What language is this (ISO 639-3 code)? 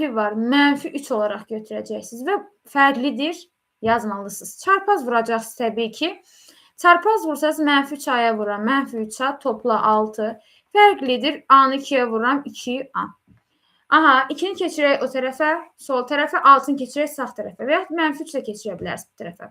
aze